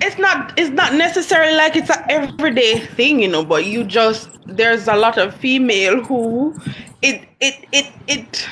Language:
Jamaican Creole English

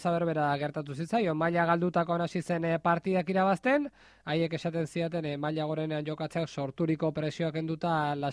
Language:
Basque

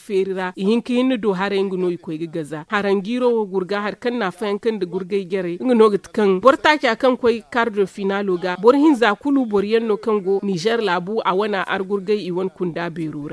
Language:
Zarma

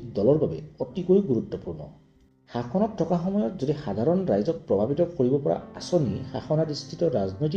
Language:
Assamese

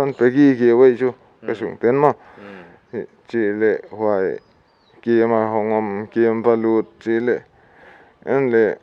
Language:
Paite Chin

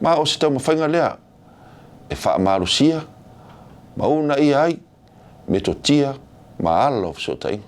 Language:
Samoan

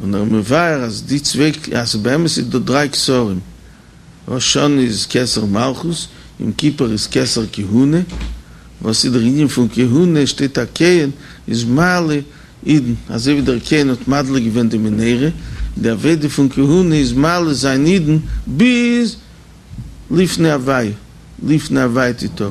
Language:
Yiddish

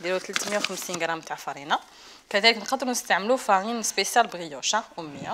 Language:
Algerian Arabic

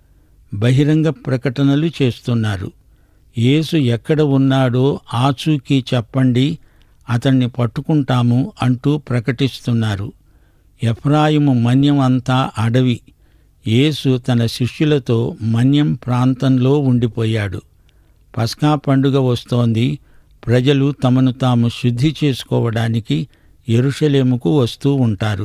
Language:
Telugu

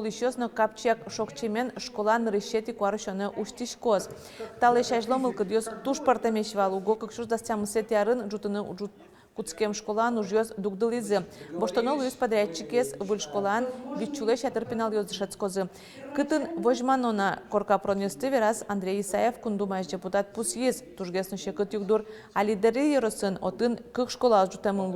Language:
Udmurt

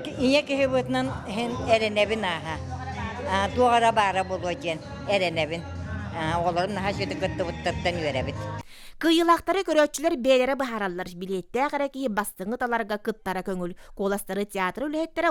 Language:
Yakut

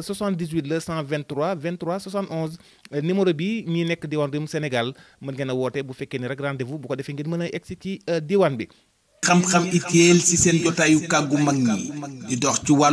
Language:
Wolof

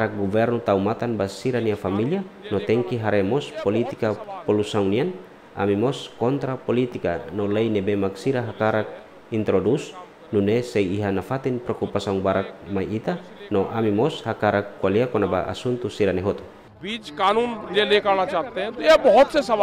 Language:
Tetum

